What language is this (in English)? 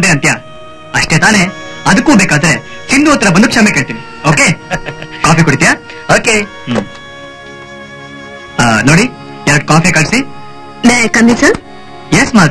Kannada